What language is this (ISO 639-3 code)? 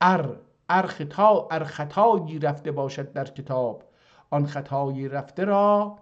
azb